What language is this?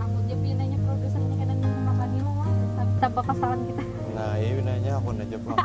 Banjar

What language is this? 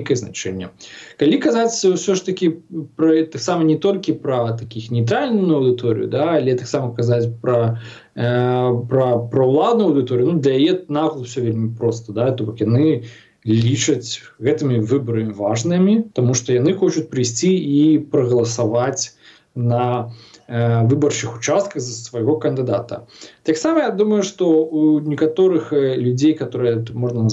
Belarusian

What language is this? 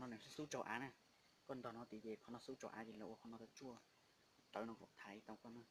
Hmong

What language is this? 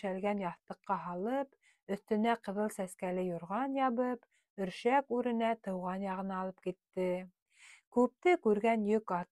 Bashkir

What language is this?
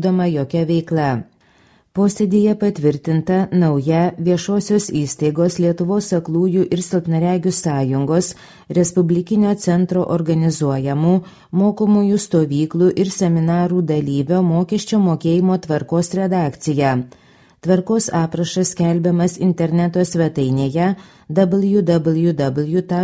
Lithuanian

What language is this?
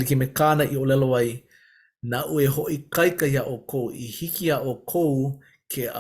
Hawaiian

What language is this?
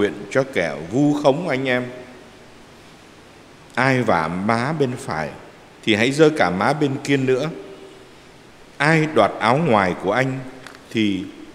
Vietnamese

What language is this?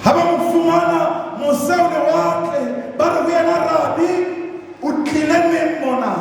Southern Sotho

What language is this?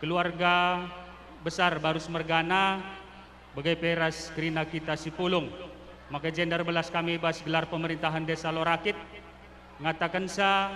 Batak Karo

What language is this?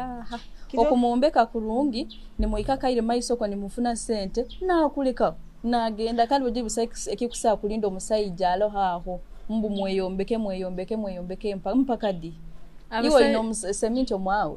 Nyoro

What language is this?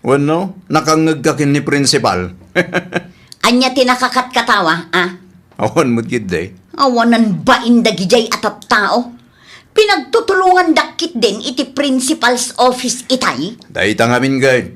Iloko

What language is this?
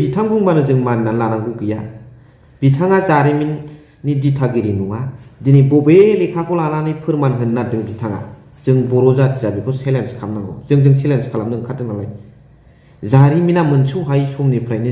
Bodo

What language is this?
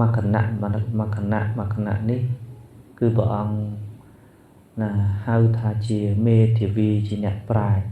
Khmer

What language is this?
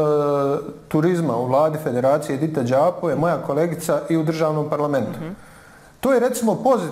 Bosnian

